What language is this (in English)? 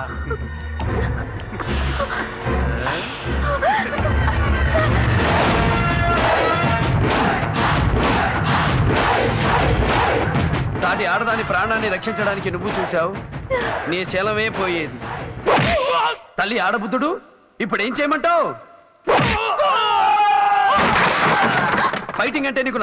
Telugu